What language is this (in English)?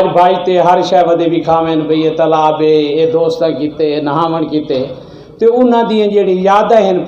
Saraiki